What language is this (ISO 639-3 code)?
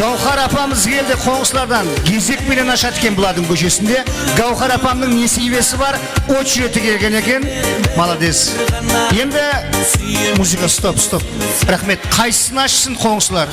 kaa